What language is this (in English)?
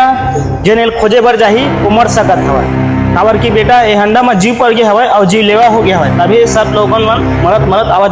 Chhattisgarhi